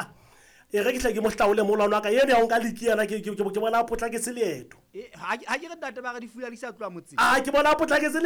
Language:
Southern Sotho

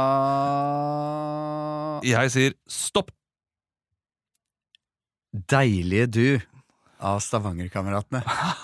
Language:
Norwegian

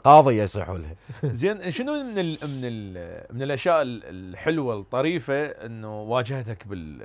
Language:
Mesopotamian Arabic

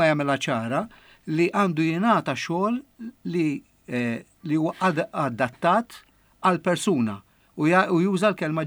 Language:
Maltese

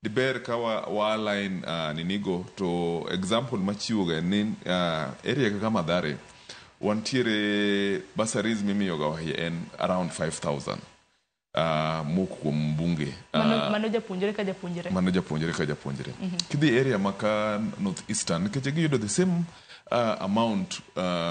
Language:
Luo (Kenya and Tanzania)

